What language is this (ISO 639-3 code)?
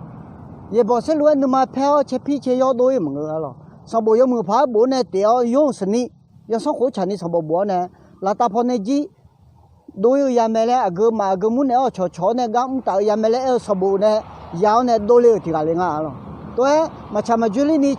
ahk